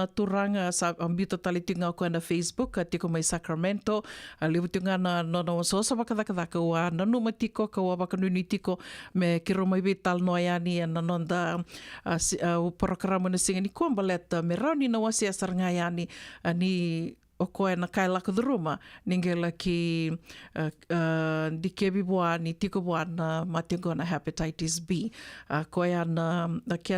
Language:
Fijian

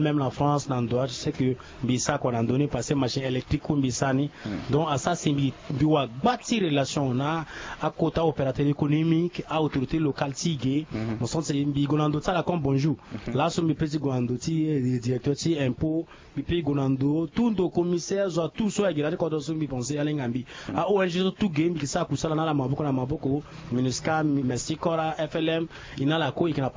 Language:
Sango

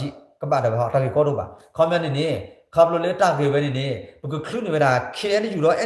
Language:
S'gaw Karen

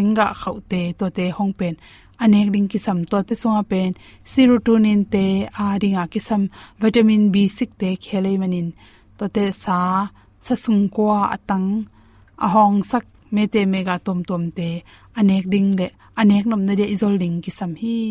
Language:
Tedim Chin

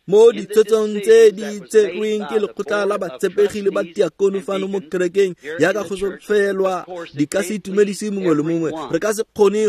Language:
Tswana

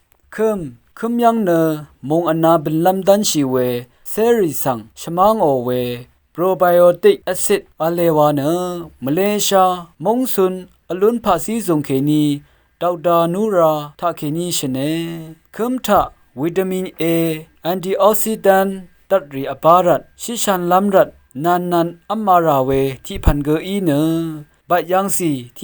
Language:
Rawang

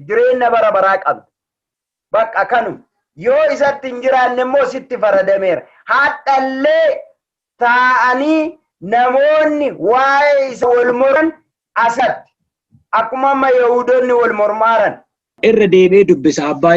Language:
Oromo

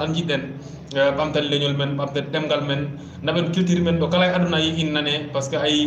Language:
Fula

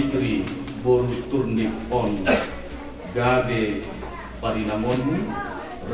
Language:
Batak Simalungun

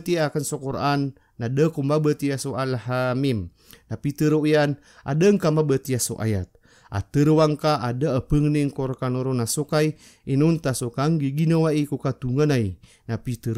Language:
Maranao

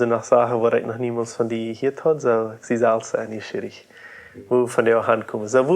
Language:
Plautdietsch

